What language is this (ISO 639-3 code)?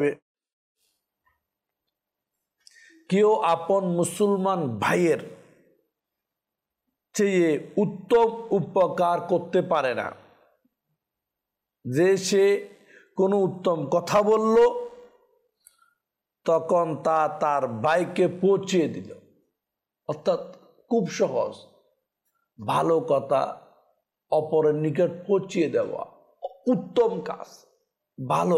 ben